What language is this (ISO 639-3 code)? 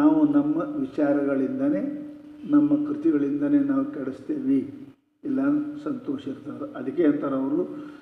kan